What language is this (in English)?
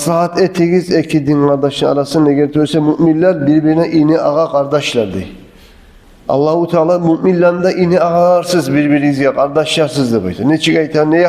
Kumyk